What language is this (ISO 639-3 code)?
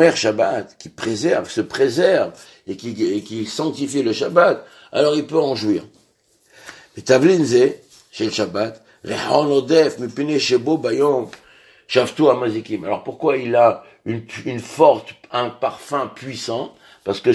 fra